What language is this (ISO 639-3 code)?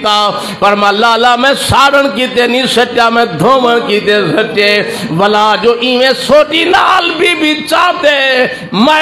skr